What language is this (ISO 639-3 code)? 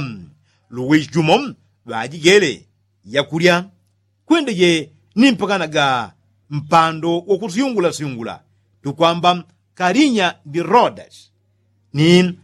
yao